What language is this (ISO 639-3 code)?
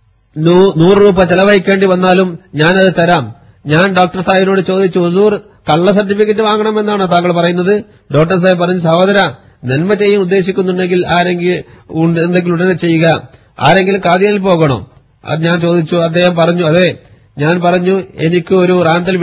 mal